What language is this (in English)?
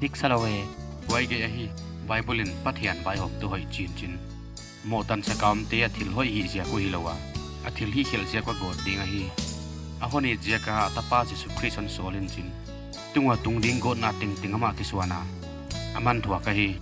Paite Chin